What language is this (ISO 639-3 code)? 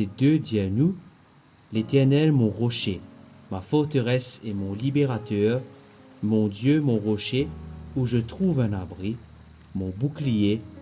mfe